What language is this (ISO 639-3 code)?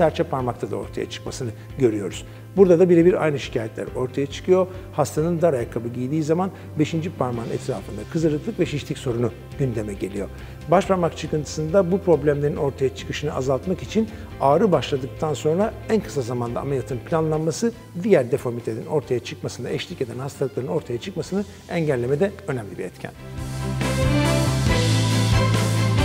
tur